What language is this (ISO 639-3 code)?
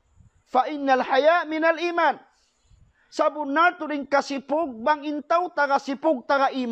tsg